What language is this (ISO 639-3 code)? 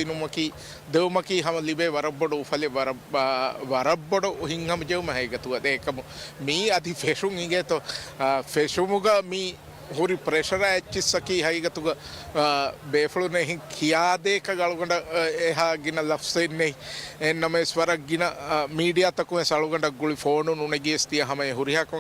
div